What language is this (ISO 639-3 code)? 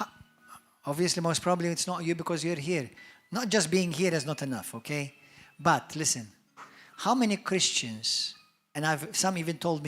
eng